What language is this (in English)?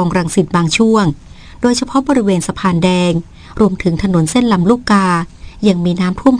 Thai